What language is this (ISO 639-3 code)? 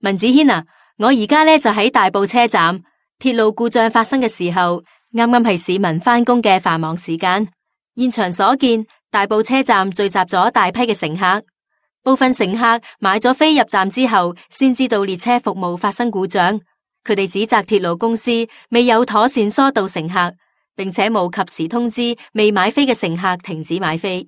yue